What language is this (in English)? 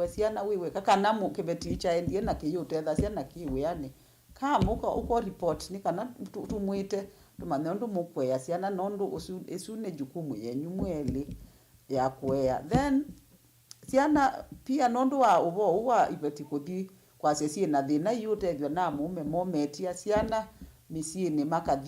Kamba